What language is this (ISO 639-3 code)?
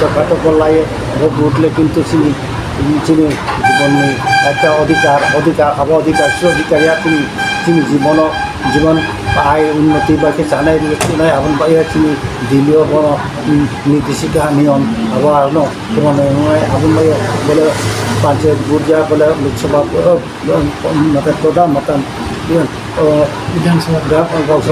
ria